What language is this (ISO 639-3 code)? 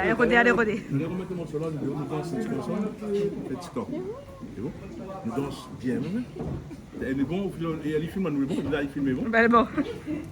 rcf